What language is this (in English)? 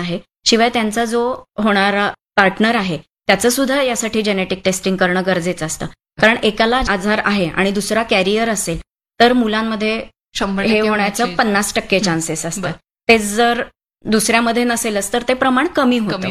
Marathi